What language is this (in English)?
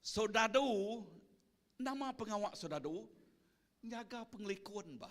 Iban